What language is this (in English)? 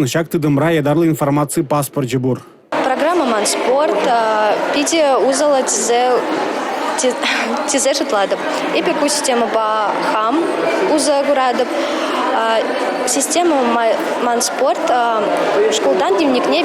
Chuvash